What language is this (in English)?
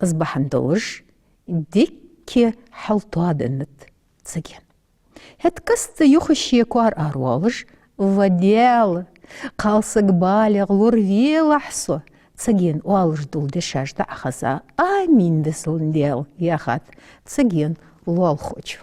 Ingush